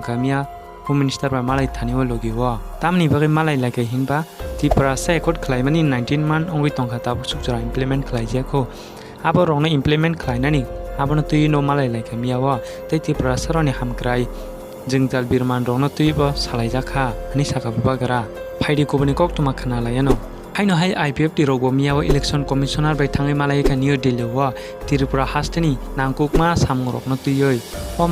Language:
Kok Borok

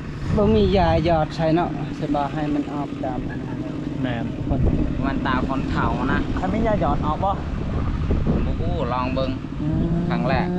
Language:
Lao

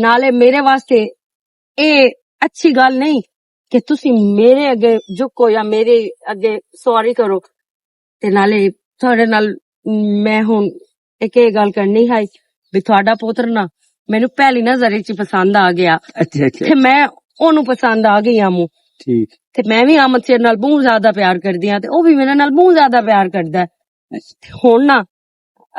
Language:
Western Panjabi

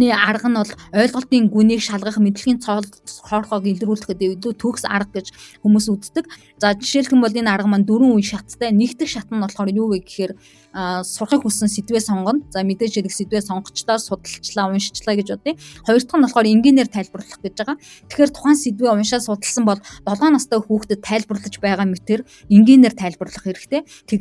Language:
Mongolian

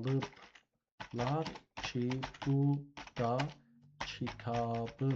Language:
South Azerbaijani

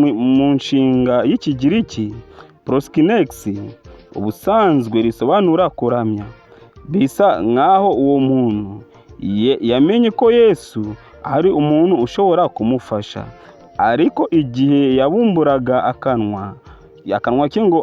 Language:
Kinyarwanda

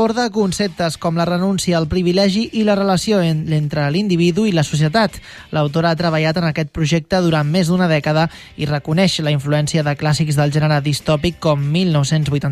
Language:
Catalan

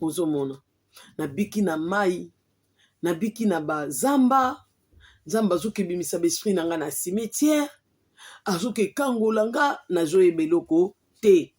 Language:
Lingala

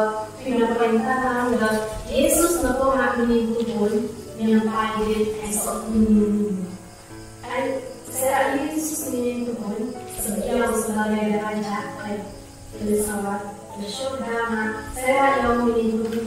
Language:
Central Dusun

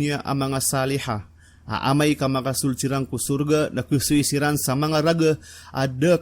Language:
Maranao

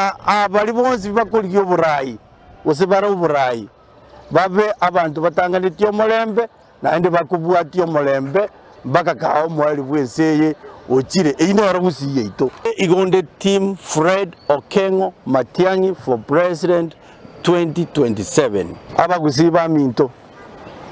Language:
Gusii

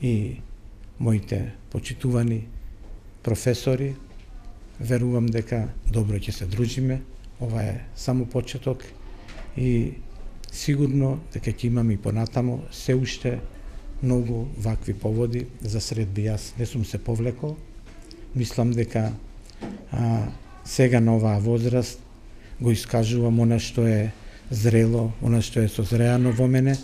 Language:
Macedonian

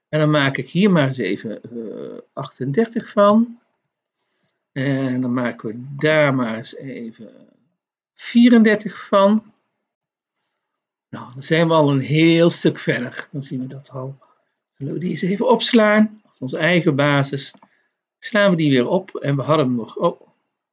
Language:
Dutch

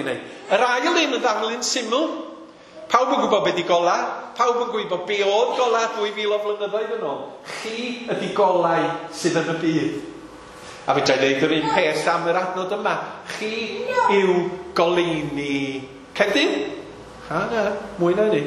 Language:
Welsh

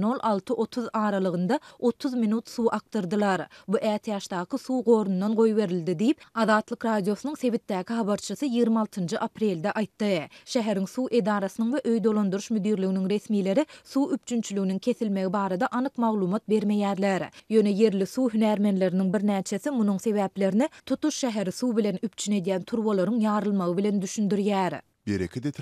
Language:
Turkmen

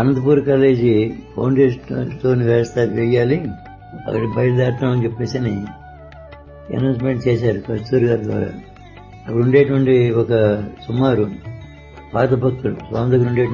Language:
Telugu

